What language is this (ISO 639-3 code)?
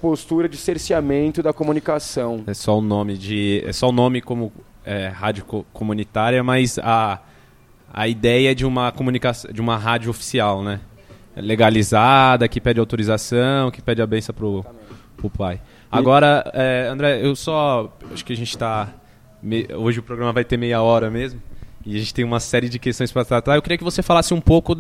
por